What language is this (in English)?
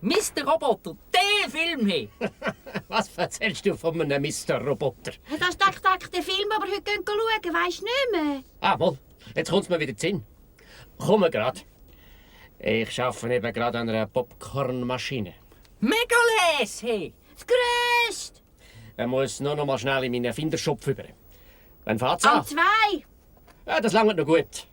Swiss German